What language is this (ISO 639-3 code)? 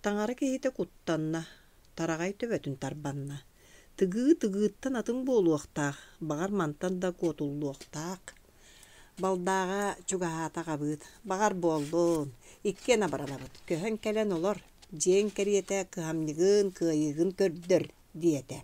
sah